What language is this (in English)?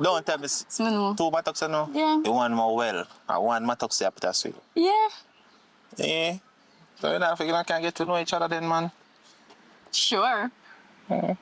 Jamaican Creole English